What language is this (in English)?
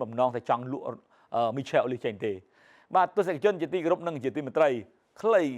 Khmer